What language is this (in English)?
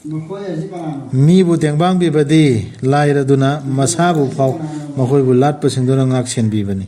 Manipuri